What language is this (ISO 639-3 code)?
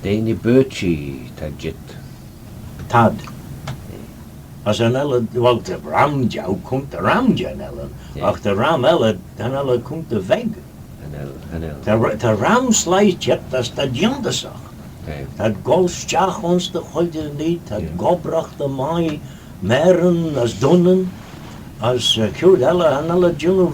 glv